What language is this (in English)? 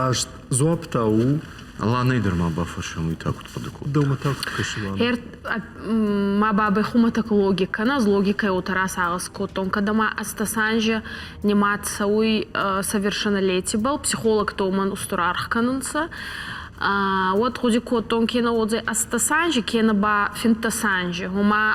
Ossetic